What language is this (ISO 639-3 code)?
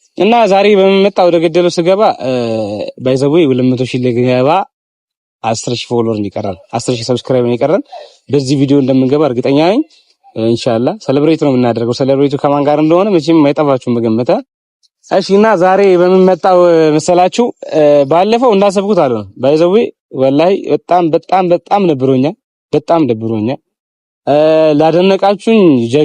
amh